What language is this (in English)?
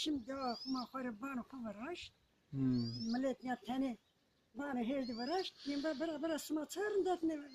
Zaza